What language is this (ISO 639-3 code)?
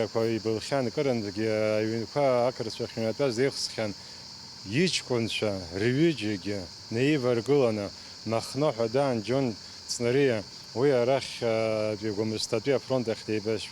abk